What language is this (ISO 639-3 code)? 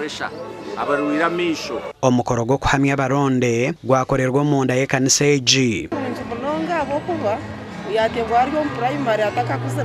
nyn